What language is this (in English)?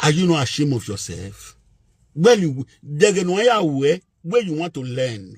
Nigerian Pidgin